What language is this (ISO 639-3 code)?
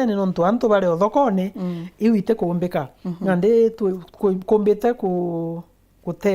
mer